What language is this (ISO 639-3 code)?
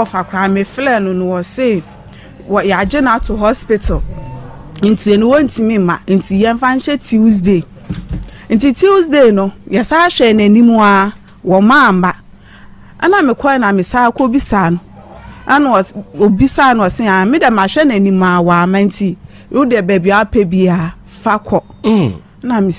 aka